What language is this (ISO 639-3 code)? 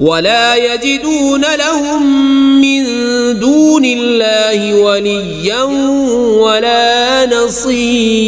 kas